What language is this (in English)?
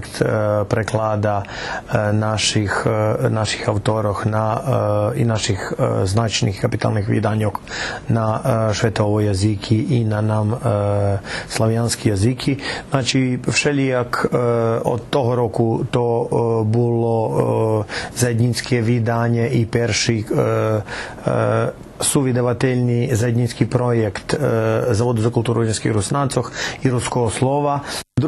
Rusyn